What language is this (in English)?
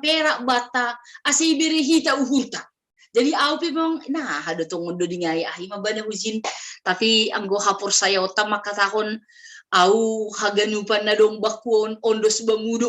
Batak Simalungun